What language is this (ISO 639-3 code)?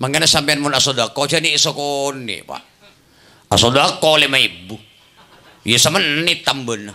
mad